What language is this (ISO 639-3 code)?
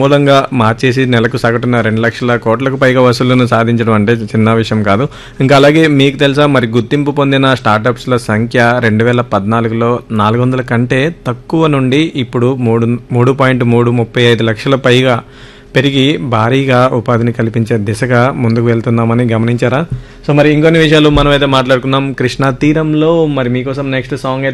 tel